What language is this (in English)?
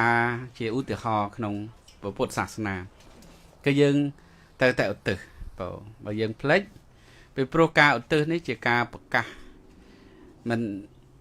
Khmer